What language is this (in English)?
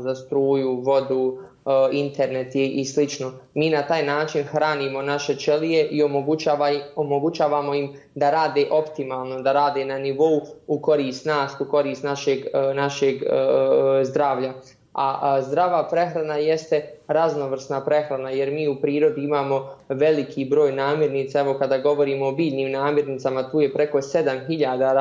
Bosnian